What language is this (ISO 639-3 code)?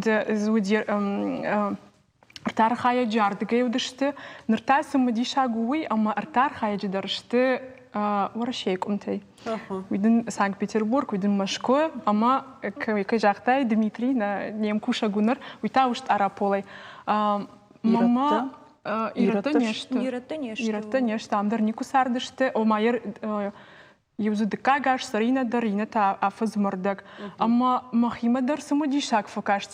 oss